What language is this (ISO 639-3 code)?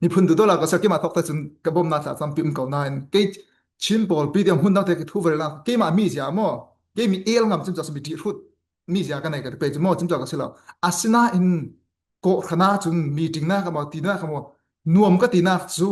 cfm